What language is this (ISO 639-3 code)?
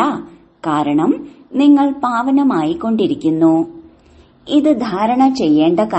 mal